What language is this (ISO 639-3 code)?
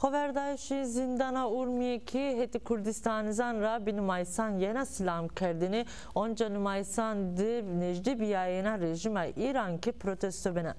zza